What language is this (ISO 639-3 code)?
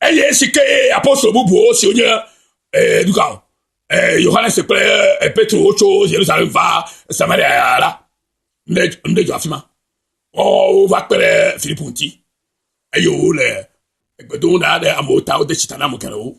ewe